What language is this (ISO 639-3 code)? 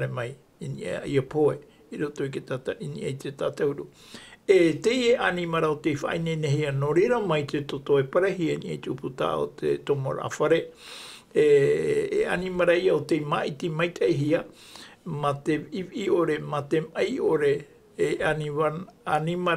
tah